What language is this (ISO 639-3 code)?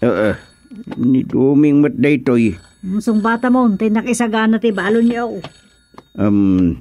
ilo